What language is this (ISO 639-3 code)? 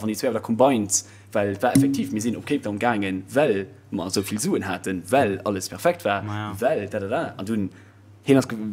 ltz